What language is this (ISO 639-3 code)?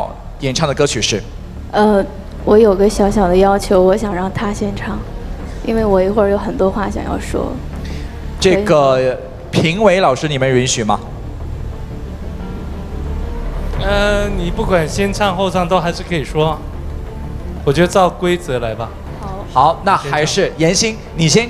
zho